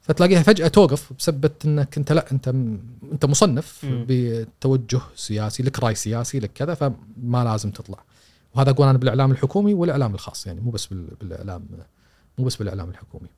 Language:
Gulf Arabic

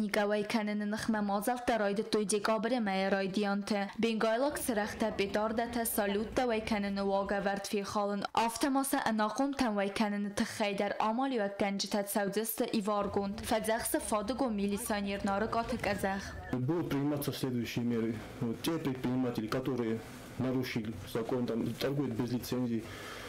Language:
Ossetic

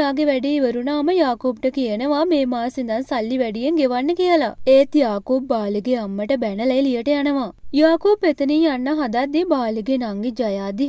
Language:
Sinhala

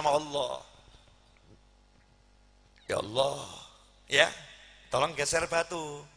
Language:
Indonesian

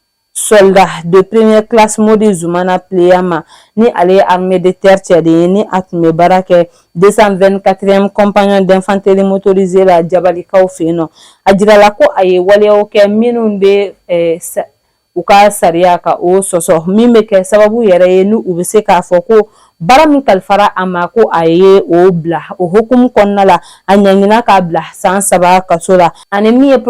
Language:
Bambara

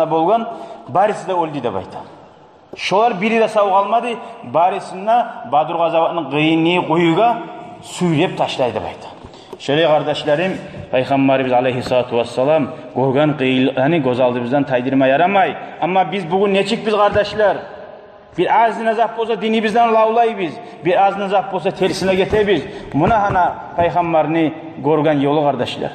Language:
Kumyk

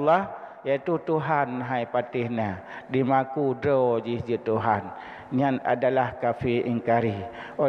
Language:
Achinese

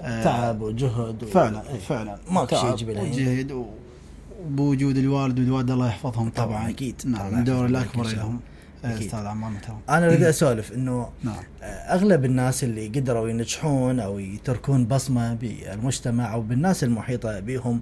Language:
Mesopotamian Arabic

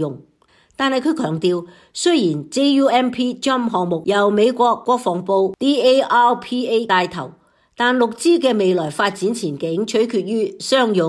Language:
Cantonese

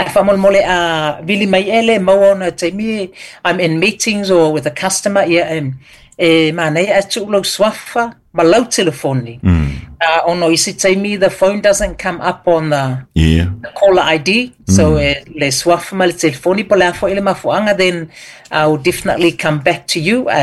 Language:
Samoan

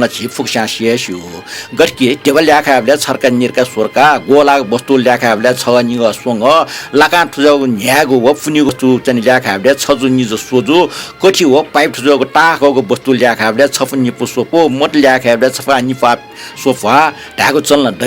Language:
Newari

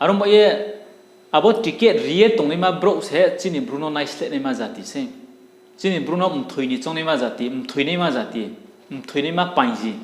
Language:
Riang (India)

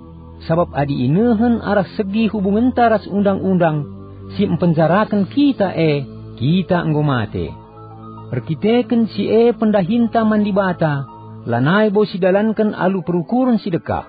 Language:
Batak Karo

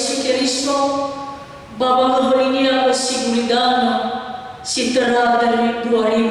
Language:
Nias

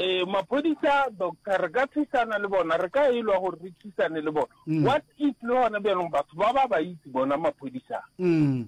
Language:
Northern Sotho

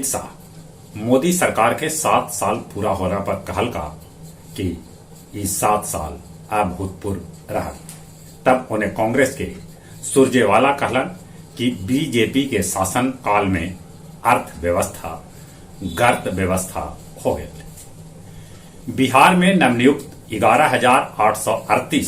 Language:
Magahi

